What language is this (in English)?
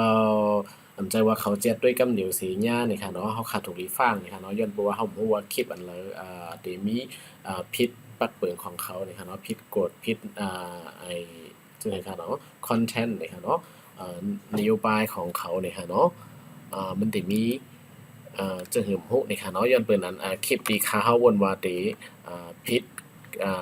Shan